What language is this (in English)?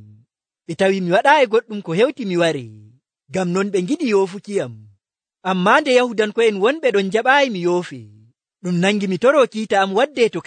Nigerian Fulfulde